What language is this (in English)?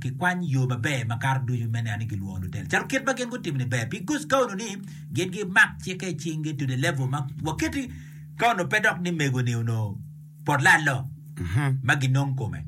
Acoli